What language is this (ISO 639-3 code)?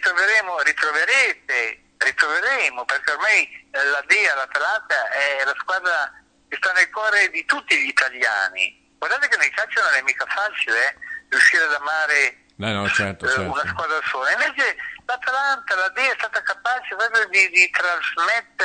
ita